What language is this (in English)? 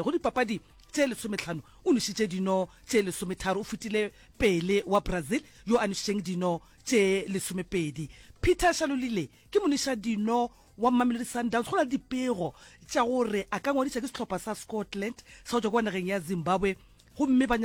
Northern Sotho